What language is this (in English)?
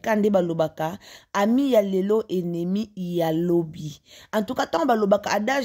Lingala